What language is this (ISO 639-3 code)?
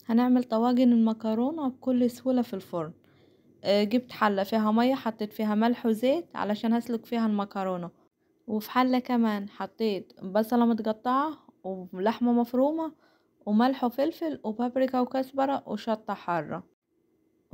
arz